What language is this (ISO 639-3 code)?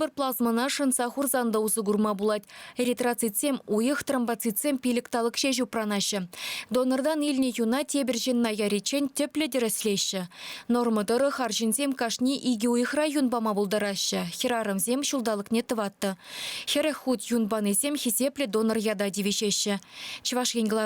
chv